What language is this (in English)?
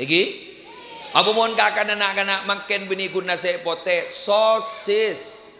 Madurese